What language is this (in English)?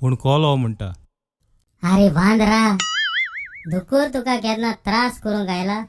Konkani